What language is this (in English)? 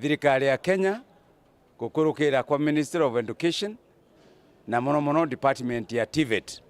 Meru